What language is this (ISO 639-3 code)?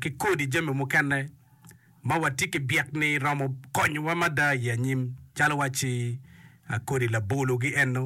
ach